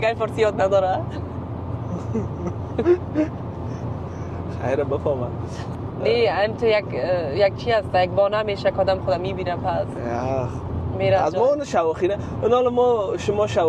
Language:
Persian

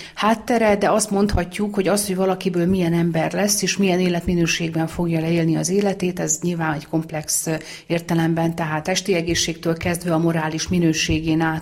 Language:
Hungarian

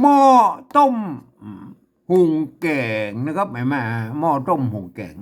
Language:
Northern Thai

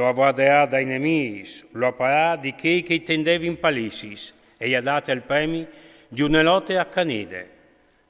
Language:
Friulian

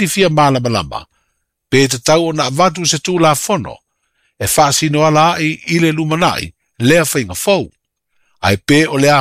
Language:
Samoan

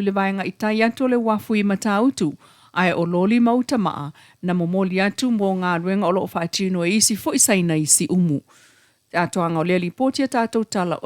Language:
Samoan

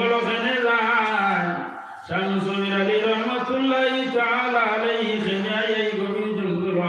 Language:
Sylheti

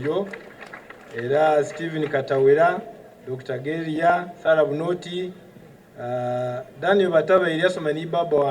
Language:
Soga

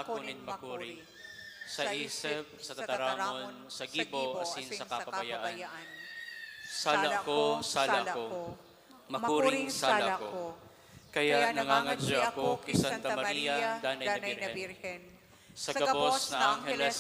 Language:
Bikol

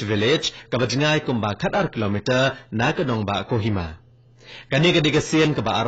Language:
Khasi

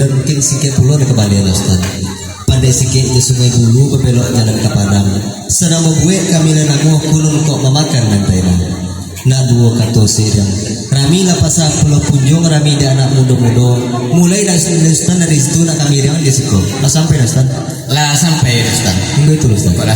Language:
Minangkabau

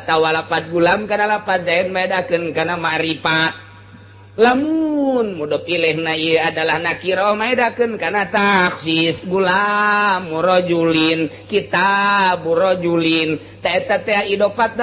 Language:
Sundanese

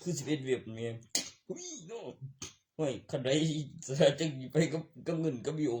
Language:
Northeastern Thai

